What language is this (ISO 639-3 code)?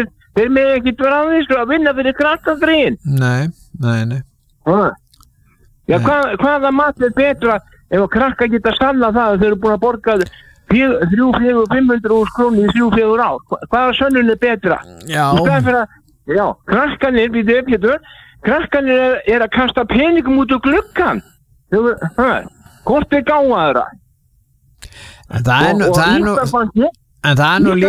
isl